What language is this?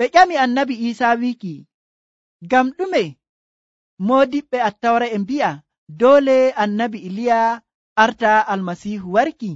Nigerian Fulfulde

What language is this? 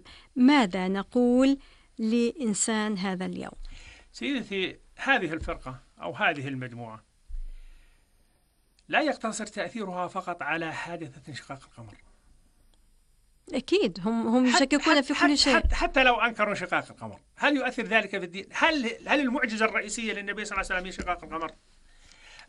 Arabic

